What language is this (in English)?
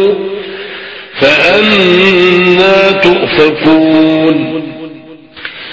Arabic